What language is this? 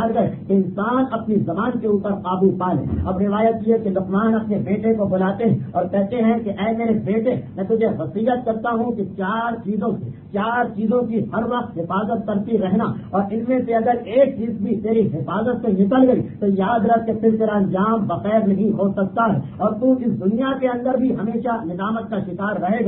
Urdu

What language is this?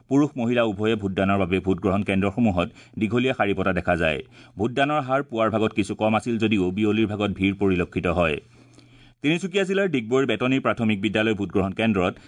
Assamese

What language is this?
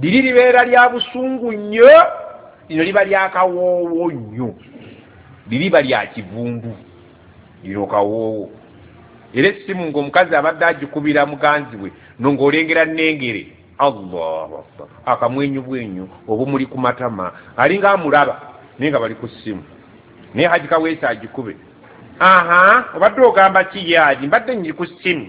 Ganda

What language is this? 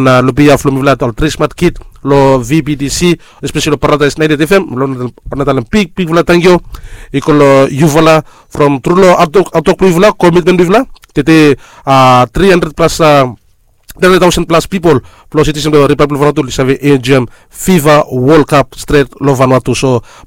Bislama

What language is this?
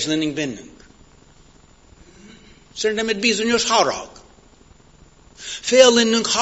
Hungarian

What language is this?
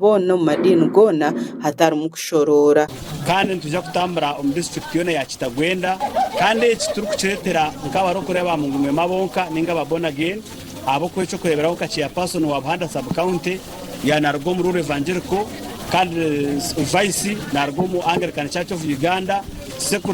Nyankole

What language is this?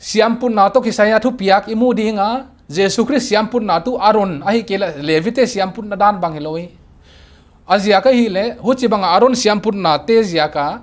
Paite Chin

